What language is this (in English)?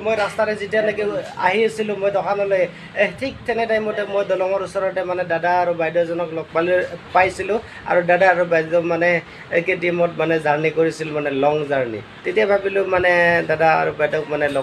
Assamese